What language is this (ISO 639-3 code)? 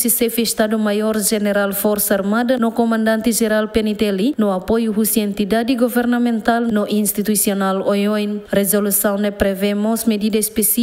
tet